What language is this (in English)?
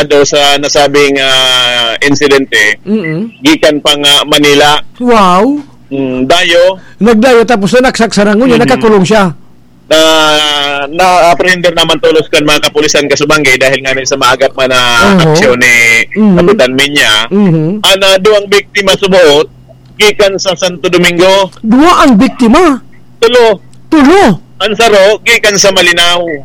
Bikol